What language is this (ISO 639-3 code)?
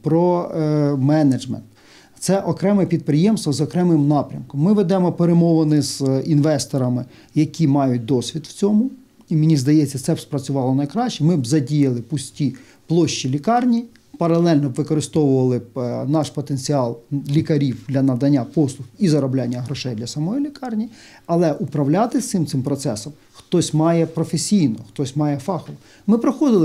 ukr